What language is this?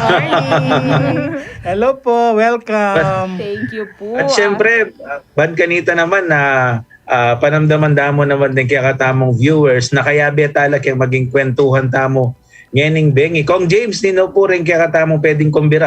Pampanga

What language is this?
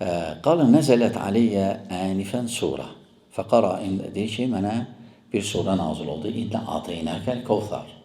Azerbaijani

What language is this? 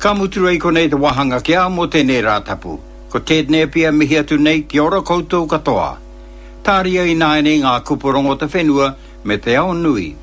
Māori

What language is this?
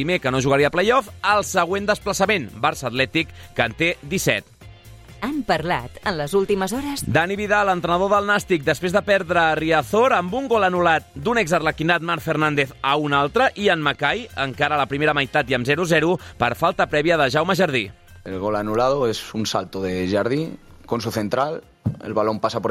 Catalan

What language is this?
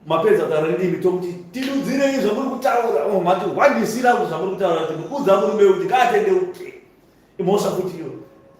Shona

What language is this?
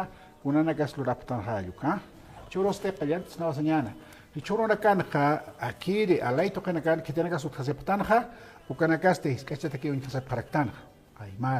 Aymara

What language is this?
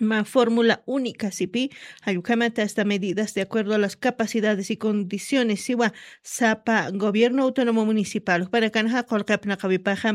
Aymara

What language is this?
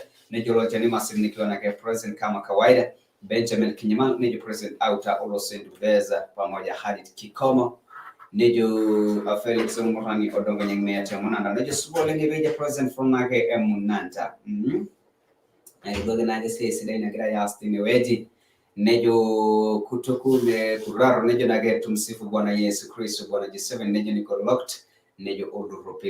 Masai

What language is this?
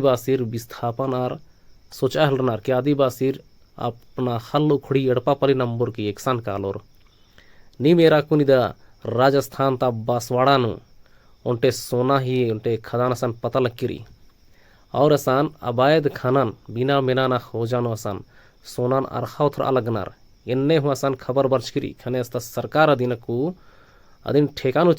Kurukh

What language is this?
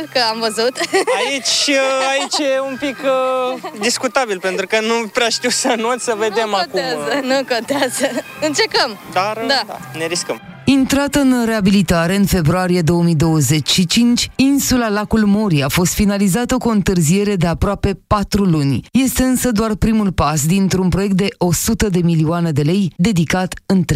Romanian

